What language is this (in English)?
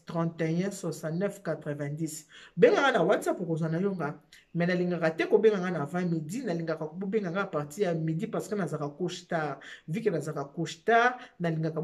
Lingala